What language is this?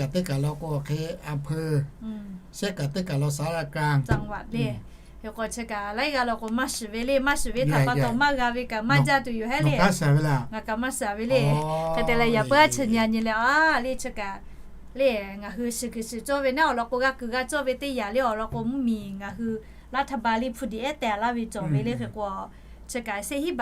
Lahu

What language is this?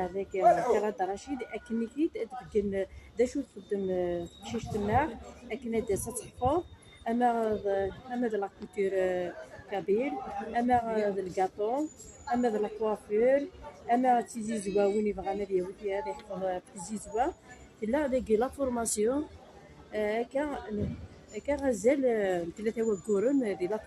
Kabyle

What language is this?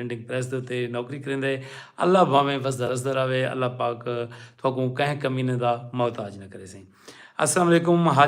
Saraiki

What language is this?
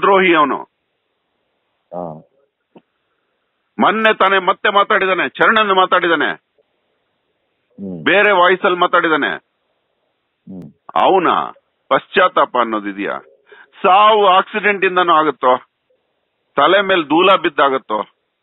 Kannada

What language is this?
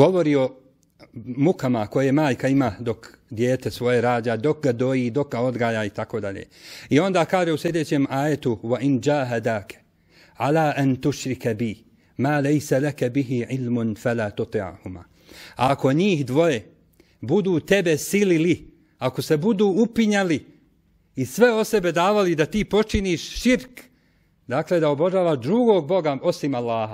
Bosnian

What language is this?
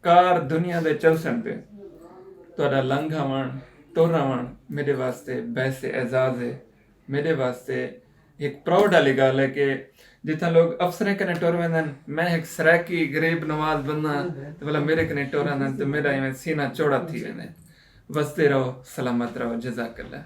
Saraiki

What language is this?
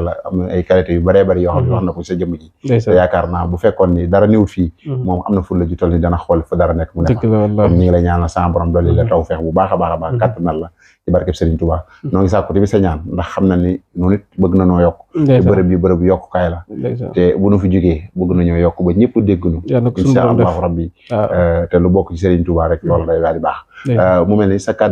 Wolof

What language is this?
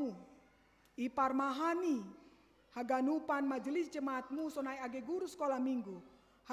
Batak Simalungun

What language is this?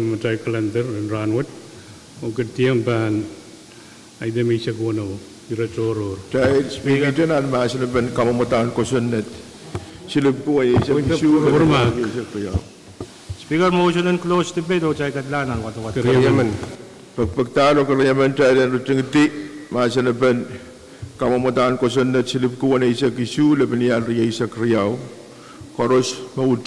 Pohnpeian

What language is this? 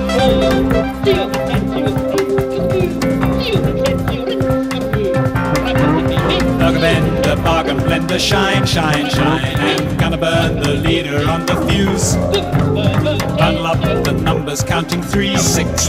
English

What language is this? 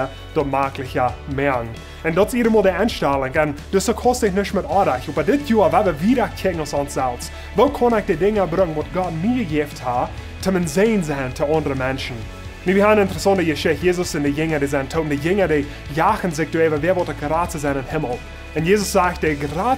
Plautdietsch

